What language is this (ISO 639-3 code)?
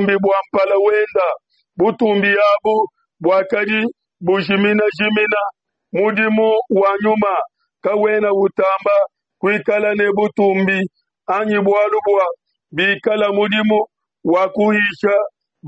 lua